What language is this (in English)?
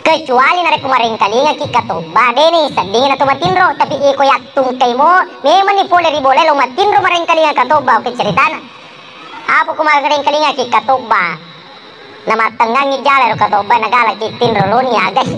Buginese